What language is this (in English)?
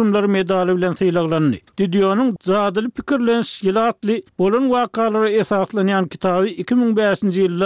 Turkmen